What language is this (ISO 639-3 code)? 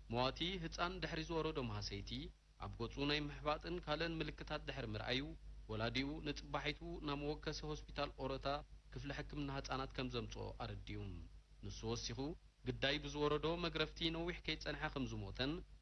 tir